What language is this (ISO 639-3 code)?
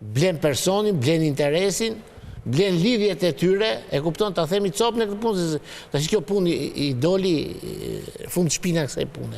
sqi